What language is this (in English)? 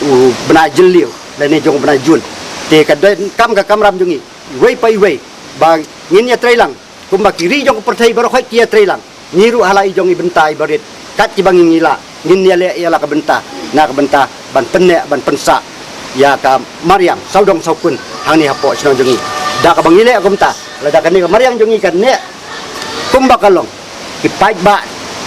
Khasi